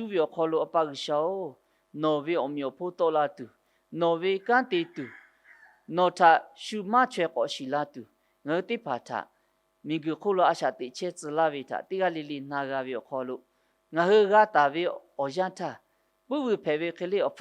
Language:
Lahu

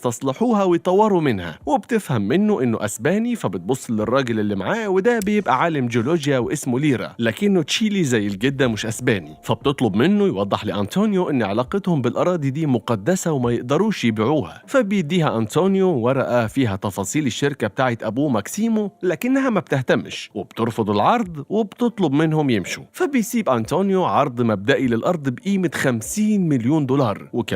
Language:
Egyptian Arabic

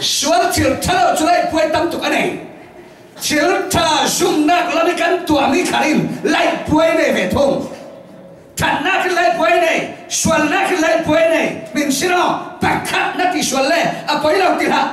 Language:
Falam Chin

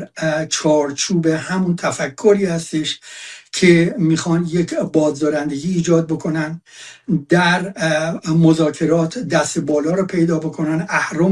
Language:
Persian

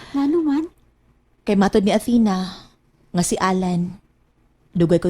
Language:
Cebuano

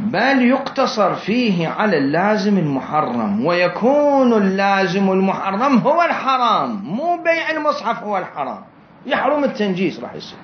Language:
Mesopotamian Arabic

